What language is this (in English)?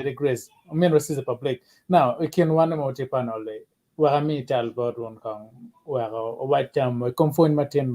Acoli